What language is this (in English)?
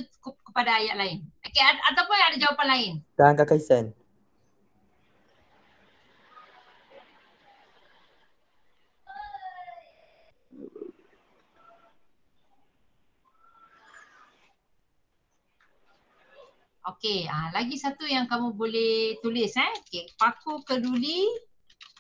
Malay